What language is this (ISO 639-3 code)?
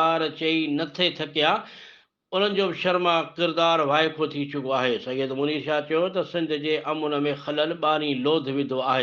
snd